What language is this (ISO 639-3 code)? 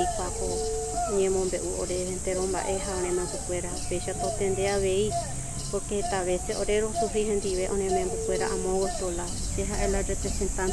grn